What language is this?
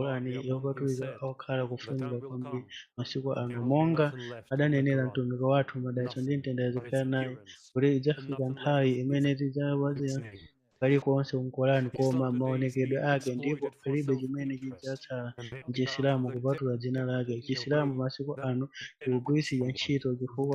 Nyanja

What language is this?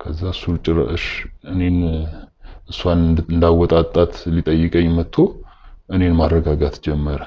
Amharic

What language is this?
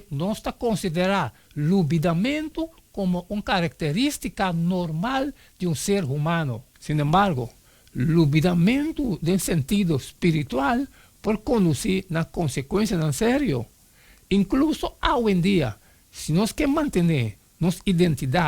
Papiamento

